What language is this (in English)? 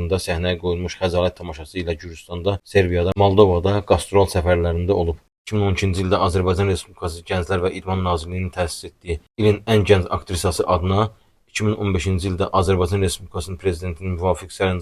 Azerbaijani